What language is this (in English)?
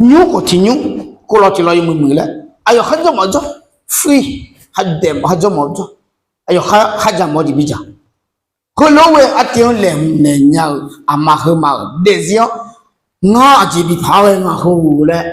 Akha